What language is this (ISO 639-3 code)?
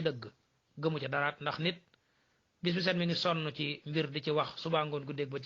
wol